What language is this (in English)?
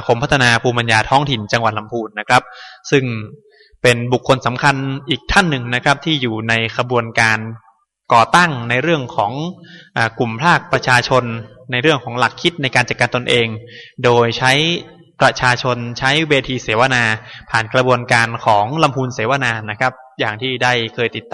Thai